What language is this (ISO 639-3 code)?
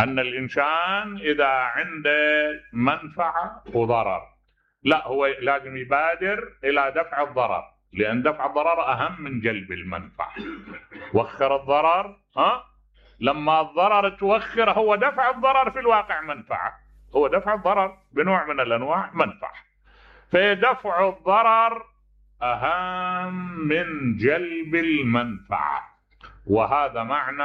acm